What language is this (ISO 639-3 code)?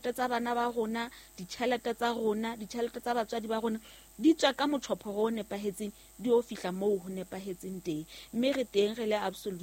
sot